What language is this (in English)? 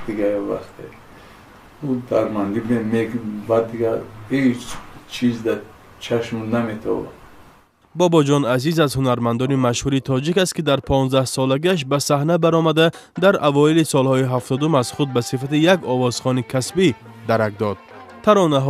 Tajik